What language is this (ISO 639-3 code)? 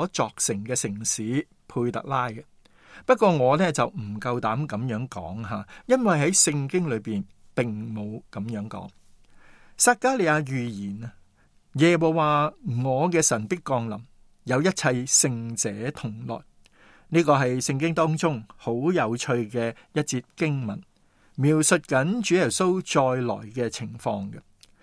yue